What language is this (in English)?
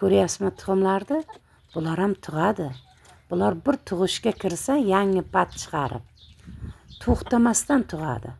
Uzbek